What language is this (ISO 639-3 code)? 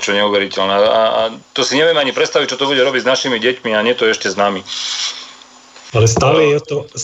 slk